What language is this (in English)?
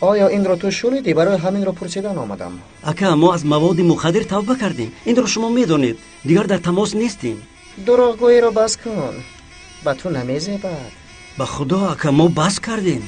Tajik